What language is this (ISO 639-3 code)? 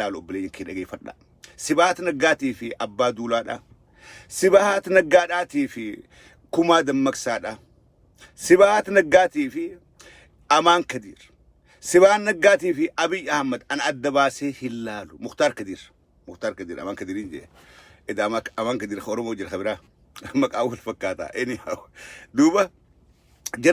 orm